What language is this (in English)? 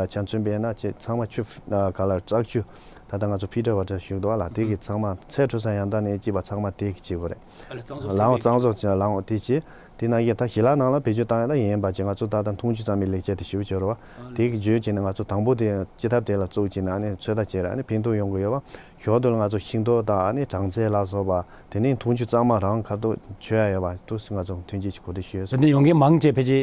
Tibetan